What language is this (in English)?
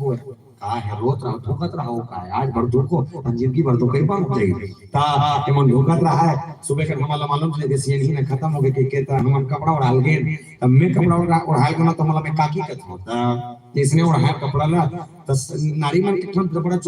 Chhattisgarhi